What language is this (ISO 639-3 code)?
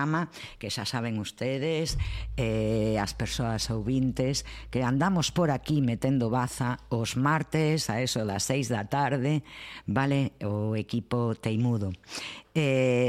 glg